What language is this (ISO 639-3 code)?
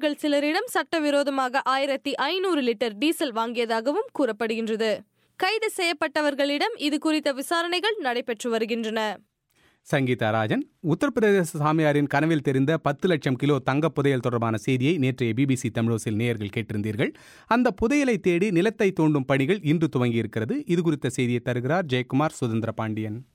tam